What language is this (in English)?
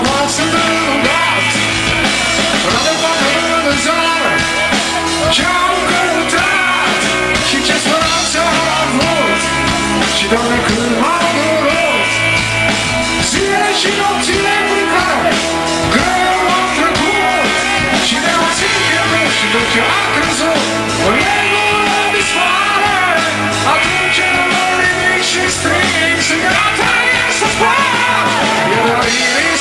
Romanian